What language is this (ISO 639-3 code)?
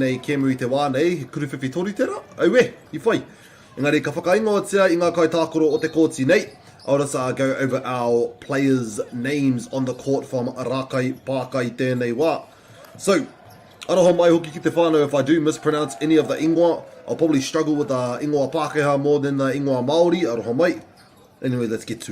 mri